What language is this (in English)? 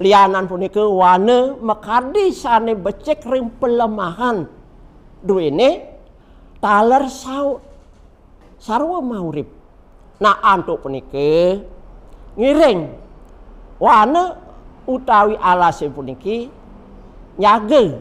Balinese